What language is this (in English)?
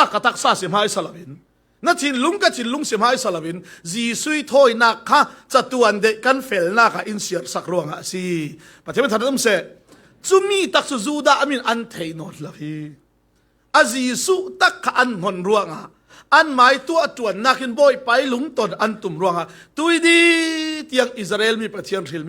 Falam Chin